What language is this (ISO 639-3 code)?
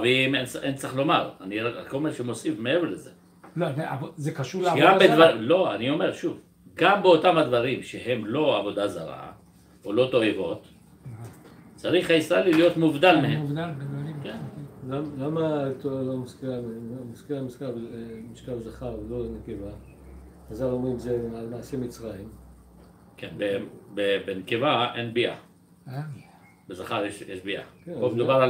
heb